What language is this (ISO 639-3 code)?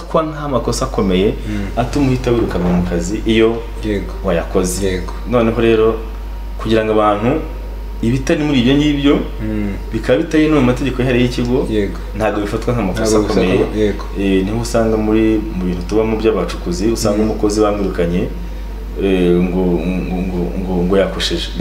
kin